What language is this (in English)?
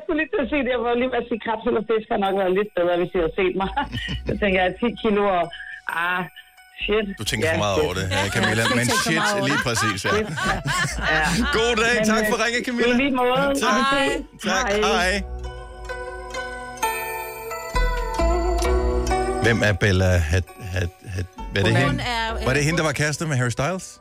Danish